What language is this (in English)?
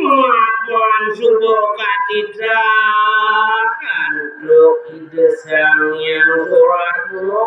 Balinese